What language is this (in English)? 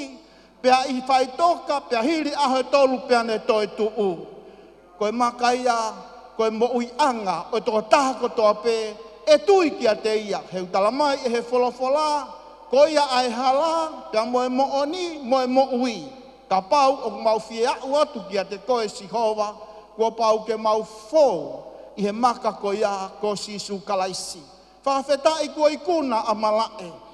Tongan